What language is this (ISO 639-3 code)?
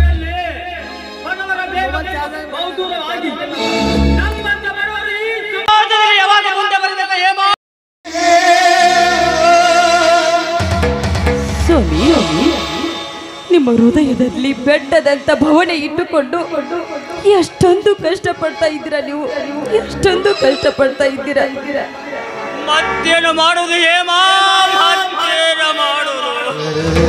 kan